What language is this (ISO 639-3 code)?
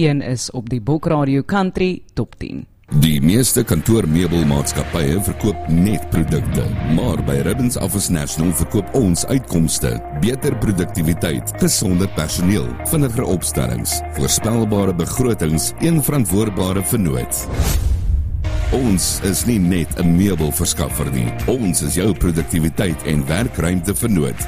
afr